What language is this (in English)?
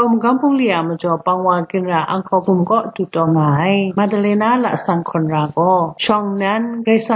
Kachin